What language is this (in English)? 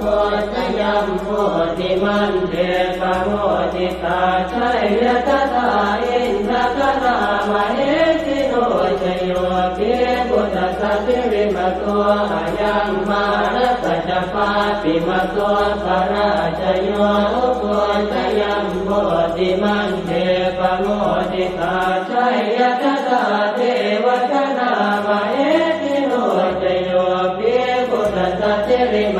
Pali